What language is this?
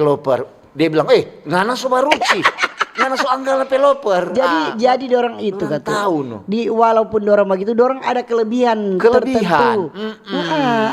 Manado Malay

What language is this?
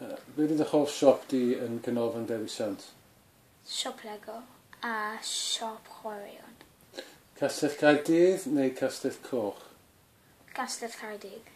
Welsh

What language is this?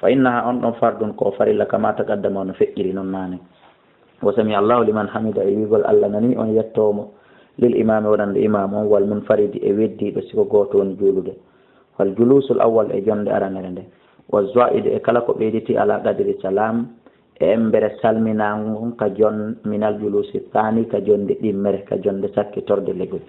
Fula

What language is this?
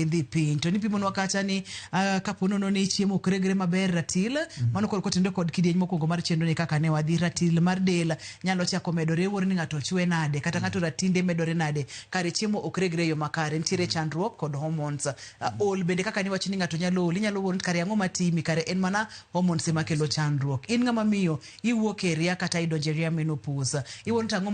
Luo (Kenya and Tanzania)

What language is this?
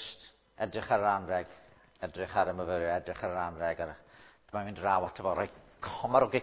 Welsh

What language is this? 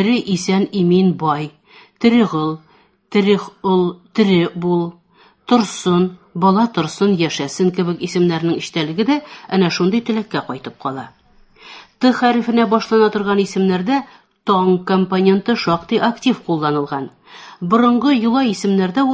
Tatar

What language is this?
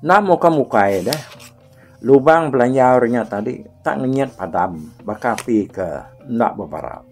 Iban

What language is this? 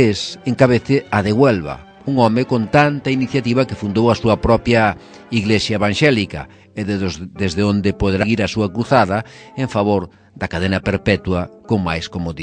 Galician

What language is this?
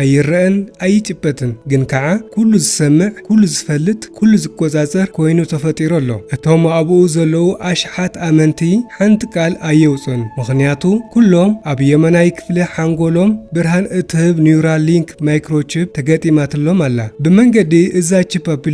Tigrinya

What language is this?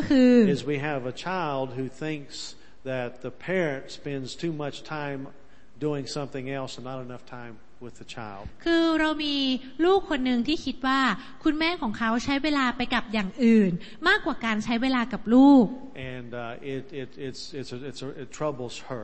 Thai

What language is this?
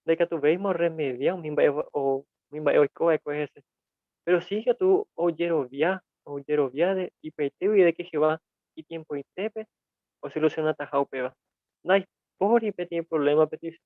Guarani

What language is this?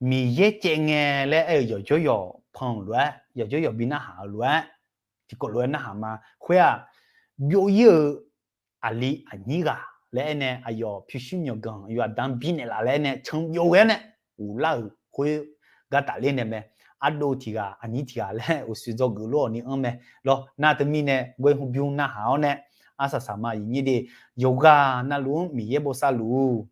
Akha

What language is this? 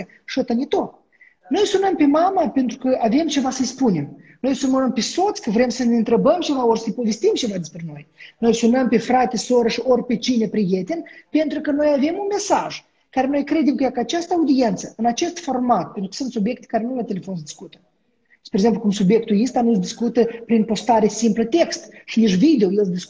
Romanian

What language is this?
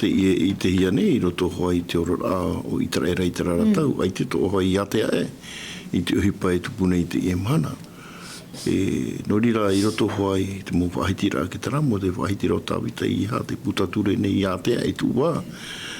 Tahitian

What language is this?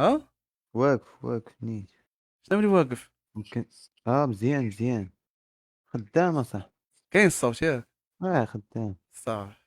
Moroccan Arabic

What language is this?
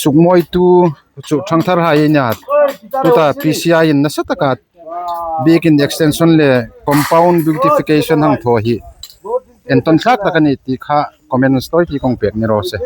Hmar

